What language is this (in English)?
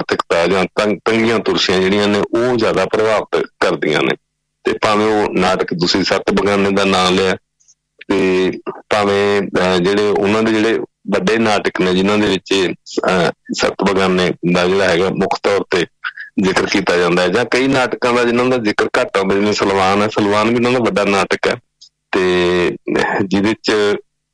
Punjabi